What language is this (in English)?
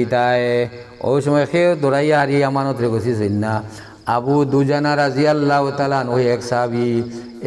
Sylheti